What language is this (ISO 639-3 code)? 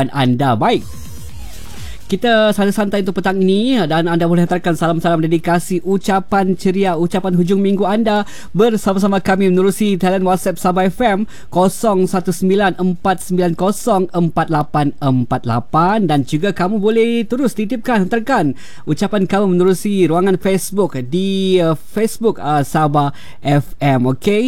msa